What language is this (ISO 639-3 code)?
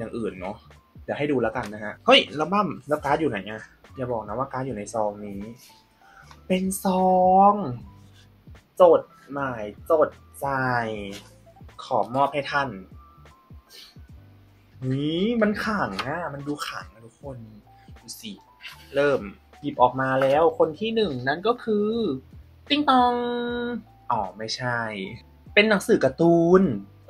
tha